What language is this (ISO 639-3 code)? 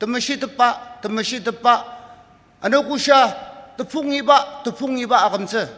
njo